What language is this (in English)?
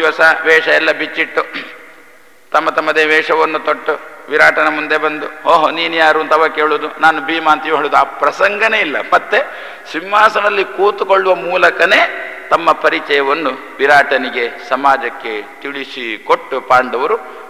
Kannada